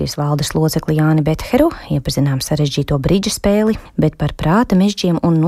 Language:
Latvian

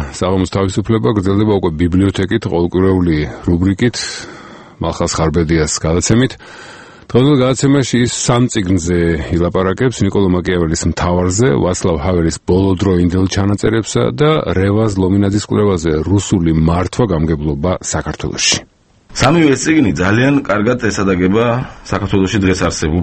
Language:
Georgian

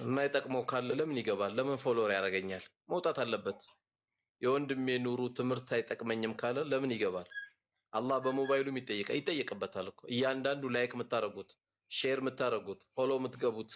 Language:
Amharic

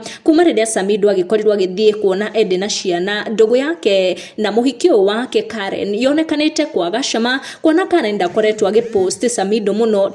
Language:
Kikuyu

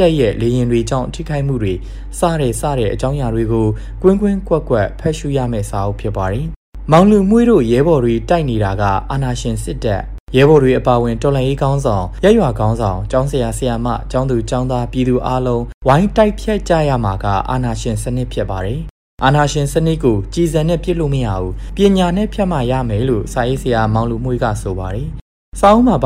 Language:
Burmese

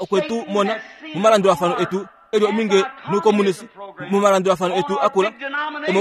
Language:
Kuanyama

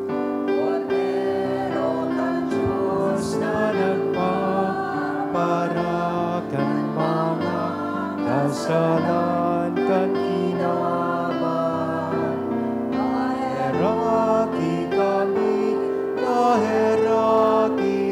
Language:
Bikol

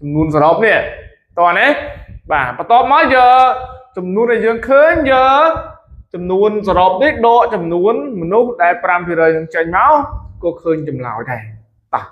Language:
Khmer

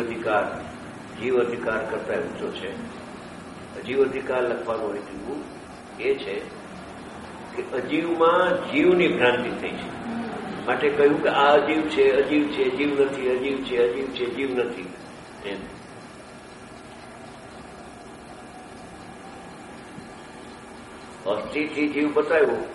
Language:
Gujarati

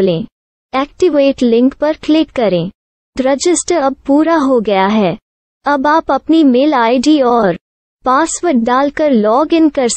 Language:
Hindi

